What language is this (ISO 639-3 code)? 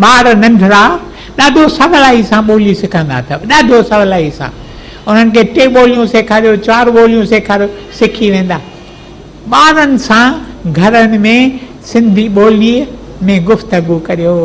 snd